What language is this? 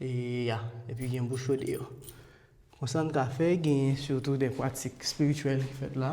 Haitian Creole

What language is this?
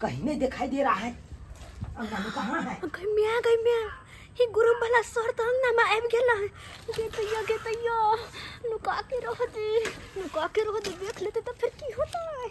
Maithili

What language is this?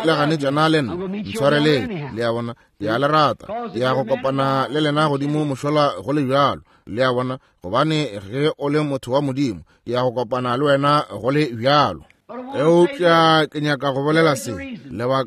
Northern Sotho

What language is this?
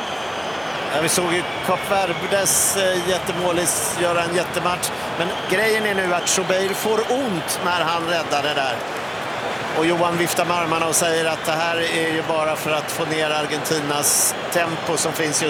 Swedish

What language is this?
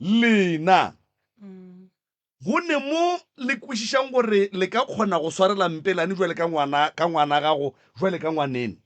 Northern Sotho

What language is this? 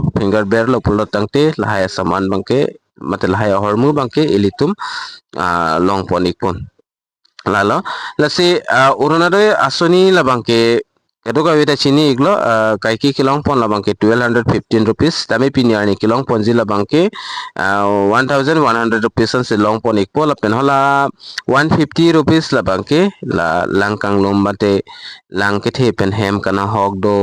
Karbi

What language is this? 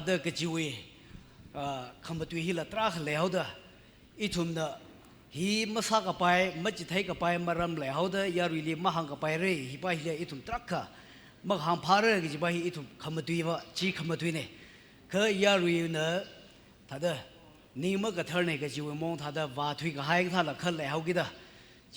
Tangkhul Naga (India)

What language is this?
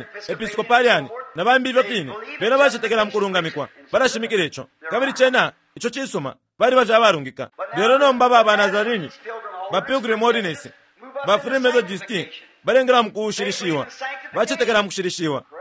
Bemba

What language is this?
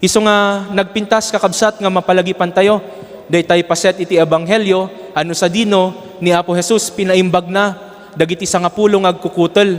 Iloko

